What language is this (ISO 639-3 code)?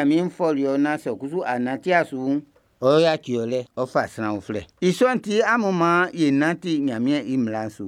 bci